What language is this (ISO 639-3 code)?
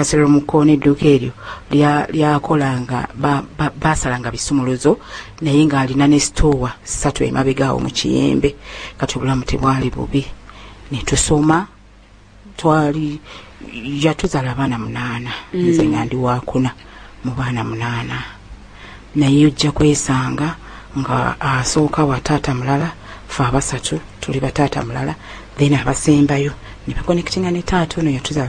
lug